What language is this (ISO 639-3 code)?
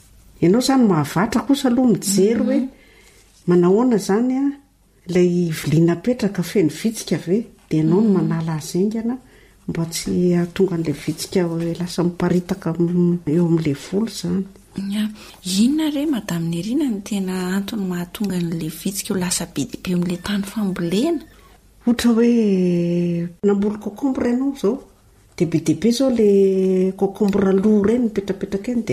mlg